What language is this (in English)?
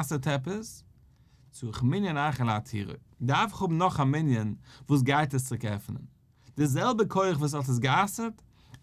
Yiddish